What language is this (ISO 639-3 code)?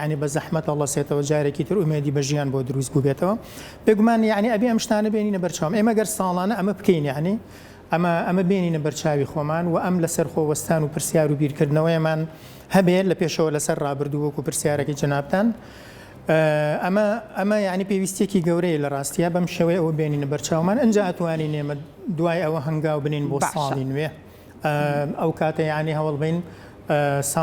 ckb